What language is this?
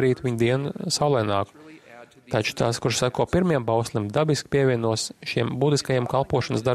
Latvian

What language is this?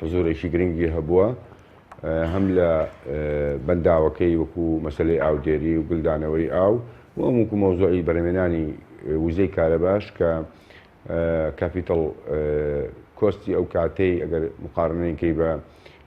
Central Kurdish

